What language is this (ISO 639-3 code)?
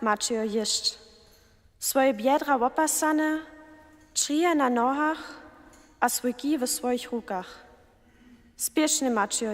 hsb